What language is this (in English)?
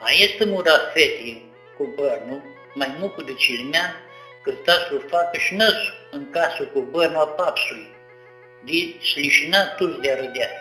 Aromanian